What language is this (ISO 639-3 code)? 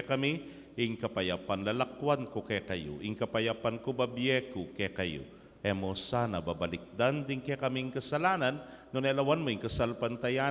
pam